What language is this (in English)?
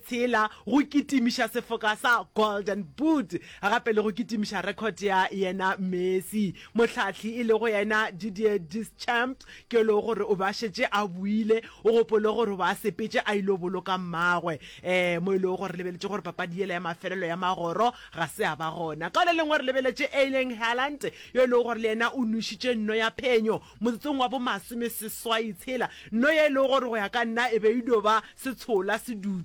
Northern Sotho